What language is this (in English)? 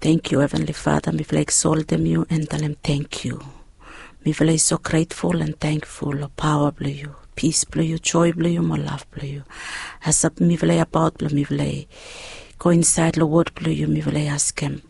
Bislama